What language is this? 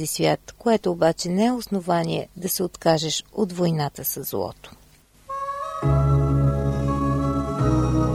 Bulgarian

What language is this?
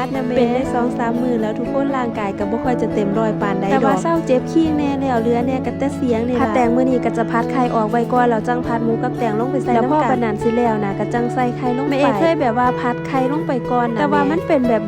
Northeastern Thai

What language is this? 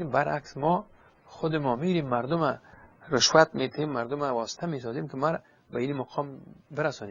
Persian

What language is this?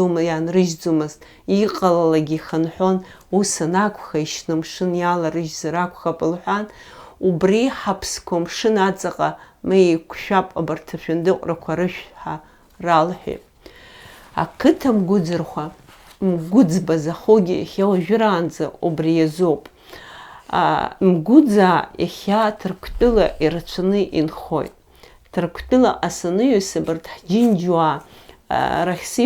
Abkhazian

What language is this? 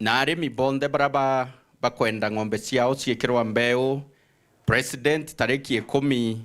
Meru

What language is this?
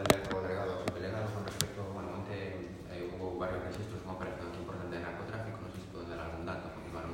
Galician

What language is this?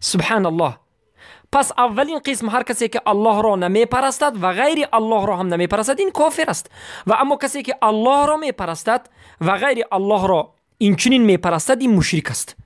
Persian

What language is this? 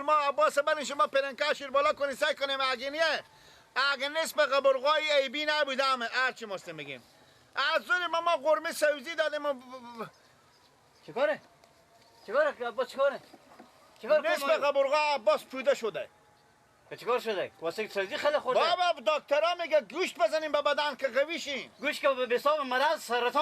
Persian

